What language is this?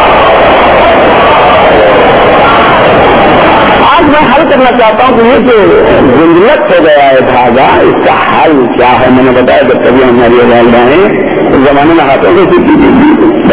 Urdu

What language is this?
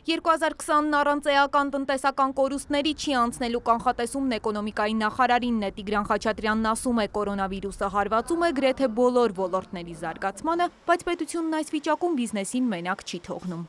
Armenian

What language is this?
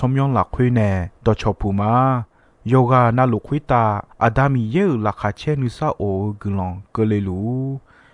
Akha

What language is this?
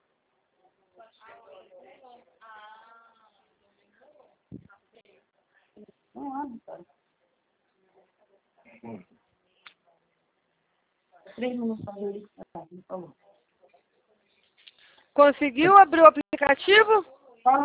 Portuguese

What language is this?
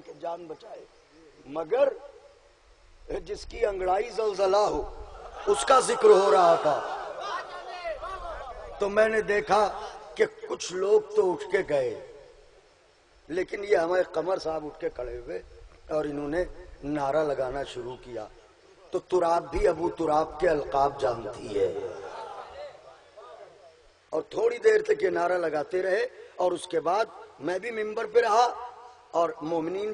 Urdu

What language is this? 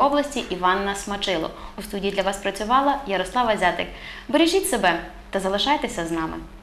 Ukrainian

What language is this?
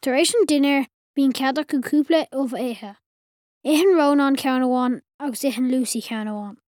Irish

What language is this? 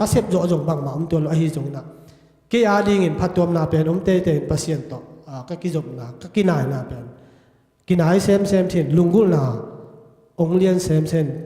Tedim Chin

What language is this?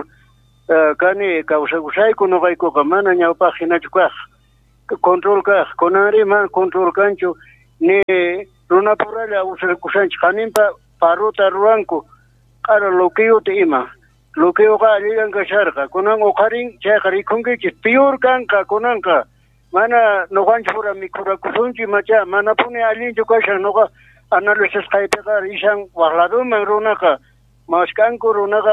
South Bolivian Quechua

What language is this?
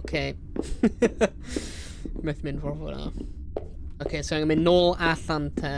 Welsh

